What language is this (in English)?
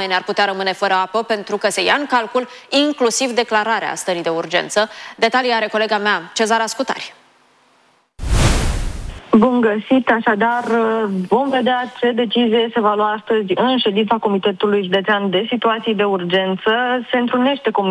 Romanian